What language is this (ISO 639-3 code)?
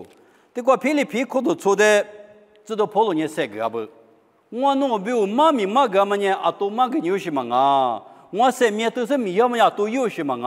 lis